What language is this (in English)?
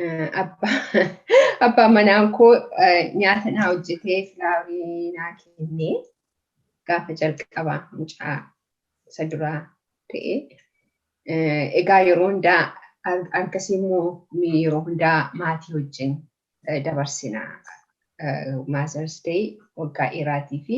Oromo